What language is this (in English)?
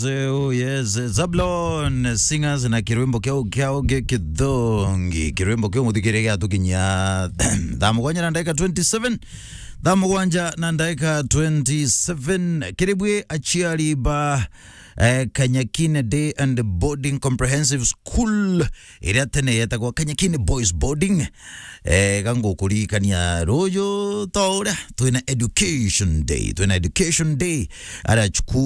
Meru